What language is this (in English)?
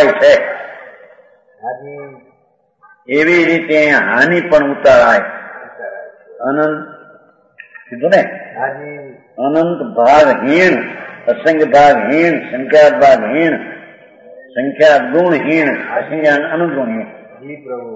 Gujarati